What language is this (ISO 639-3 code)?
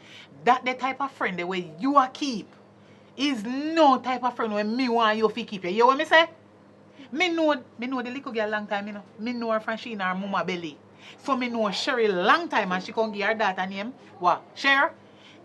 jam